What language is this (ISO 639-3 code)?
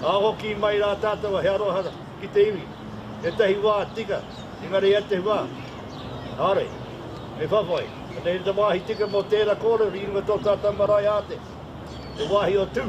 mri